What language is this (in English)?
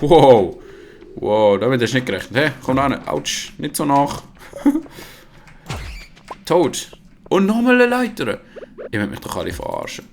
Swiss German